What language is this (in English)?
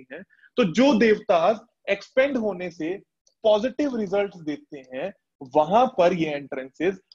Hindi